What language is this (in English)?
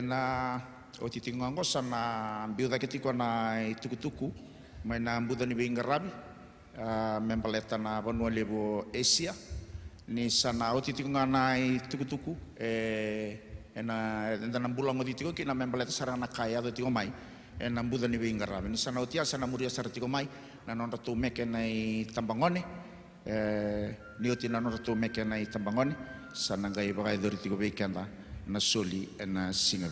Fijian